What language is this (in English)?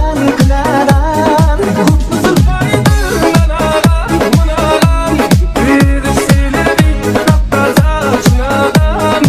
Kara-Kalpak